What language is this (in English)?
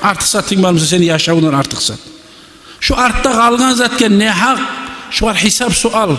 Kumyk